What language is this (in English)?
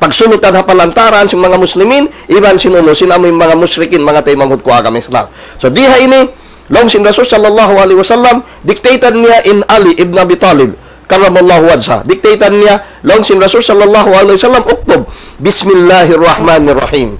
Tausug